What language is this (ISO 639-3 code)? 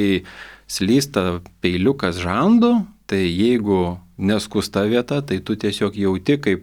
lit